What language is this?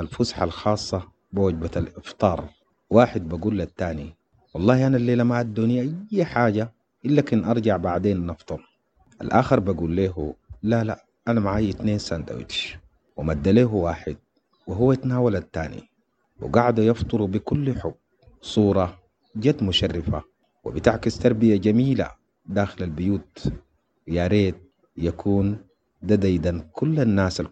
Sudanese Arabic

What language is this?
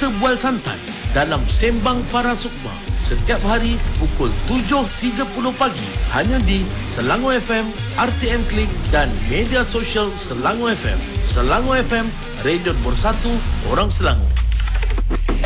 Malay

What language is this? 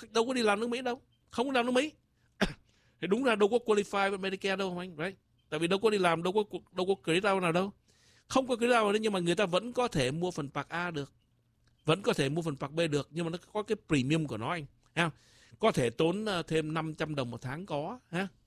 Vietnamese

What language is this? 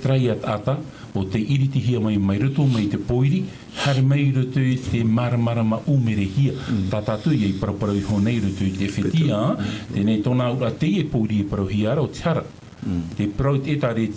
Tahitian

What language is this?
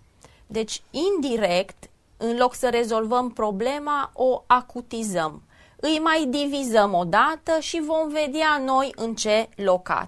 Romanian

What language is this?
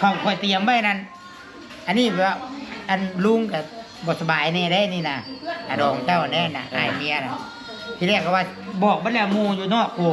Northeastern Thai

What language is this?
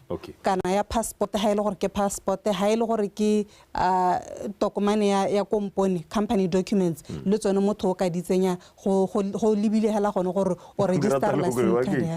Tswana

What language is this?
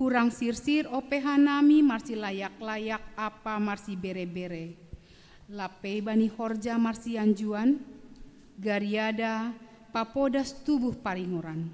Batak Simalungun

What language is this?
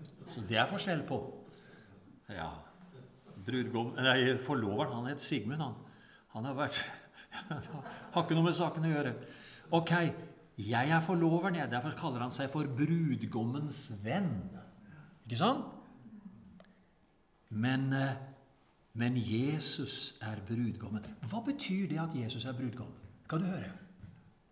Norwegian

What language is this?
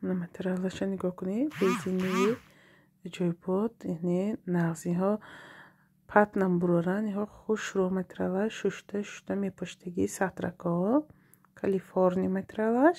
Tajik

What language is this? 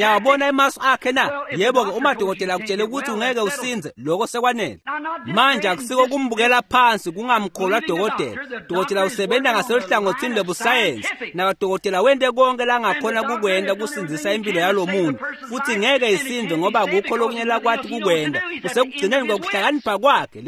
Swati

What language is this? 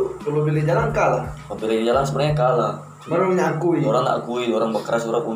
Manado Malay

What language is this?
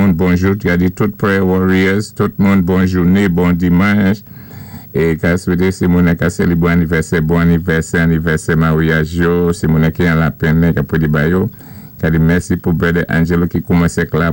Saint Lucian Creole French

